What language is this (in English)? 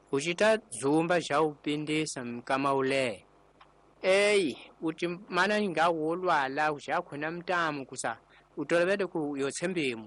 Tsonga